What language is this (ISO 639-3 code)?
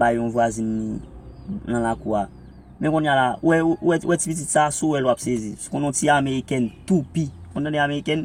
hat